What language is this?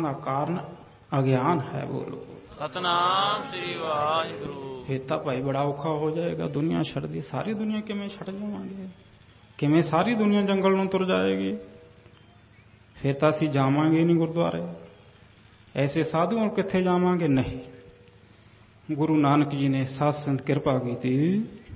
Punjabi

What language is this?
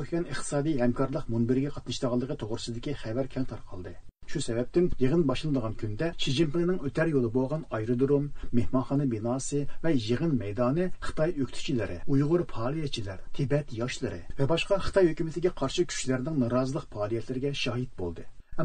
Uyghur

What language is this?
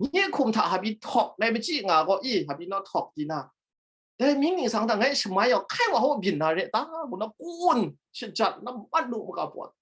Kachin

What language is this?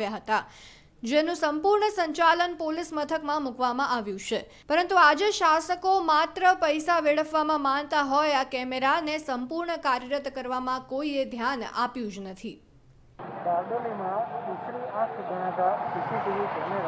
Gujarati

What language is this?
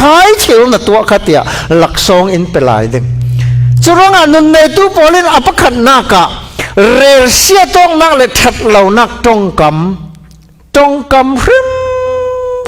Falam Chin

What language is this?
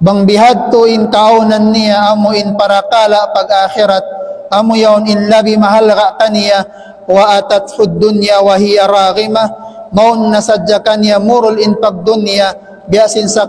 Tausug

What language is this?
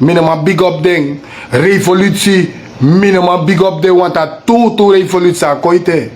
Sranan Tongo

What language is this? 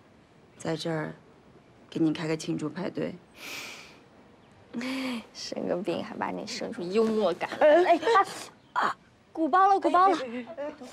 Chinese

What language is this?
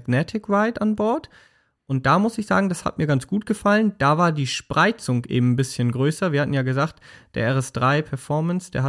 German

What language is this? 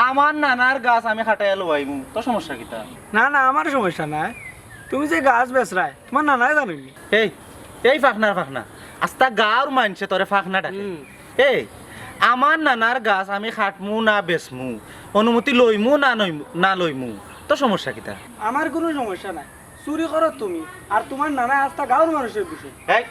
Sylheti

